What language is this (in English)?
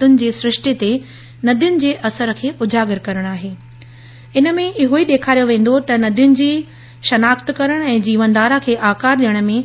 Sindhi